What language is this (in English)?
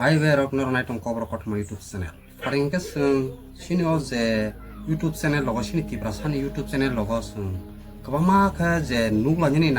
Kok Borok